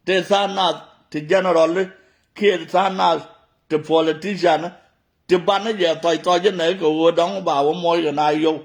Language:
Nuer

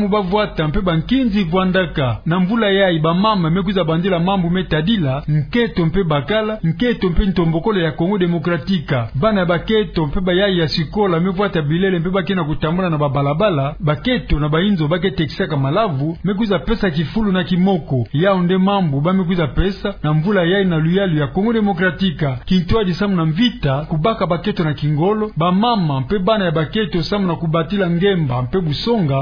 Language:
Kituba (Democratic Republic of Congo)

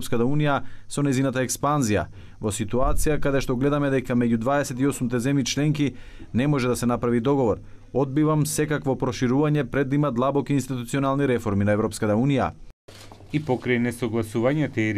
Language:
Macedonian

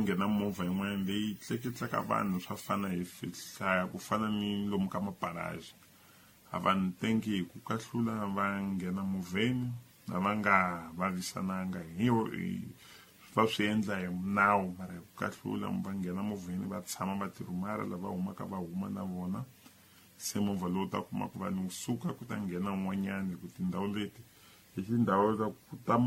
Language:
Tsonga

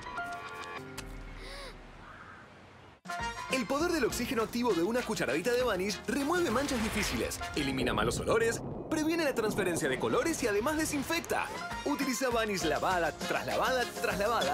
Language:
Spanish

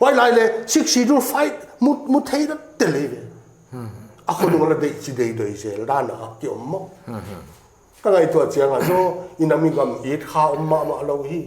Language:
Paite Chin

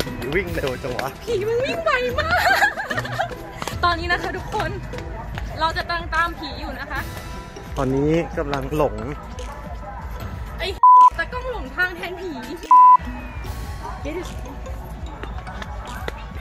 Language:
Thai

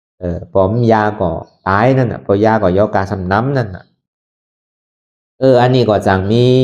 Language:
Shan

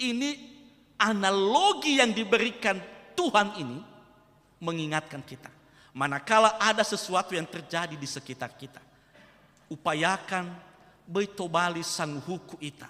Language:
Nias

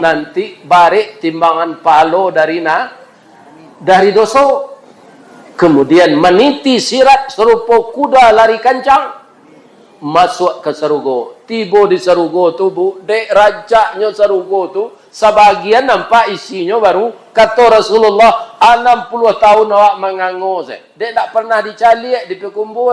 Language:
Minangkabau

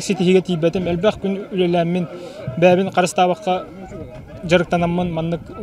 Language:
Yakut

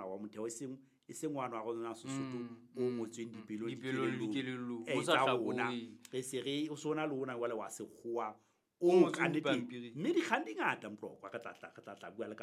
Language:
Southern Sotho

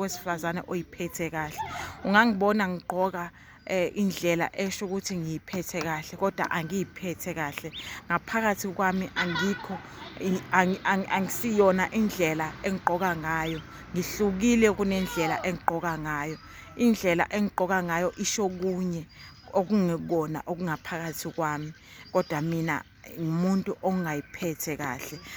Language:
Zulu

